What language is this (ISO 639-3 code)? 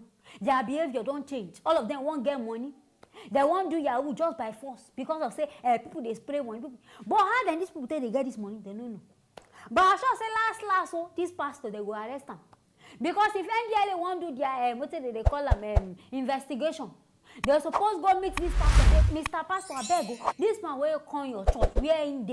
pcm